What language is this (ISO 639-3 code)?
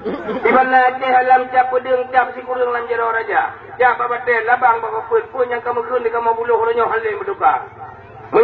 ace